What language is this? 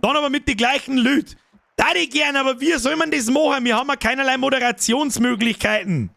Bavarian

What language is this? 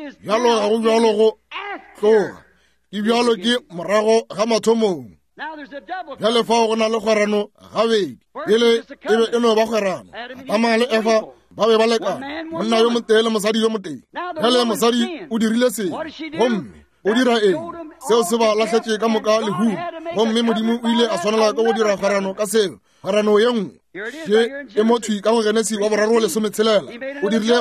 Northern Sotho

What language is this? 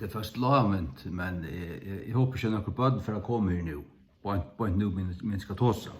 Faroese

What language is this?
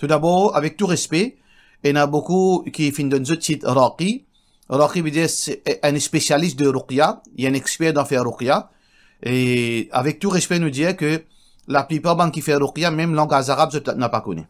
Morisyen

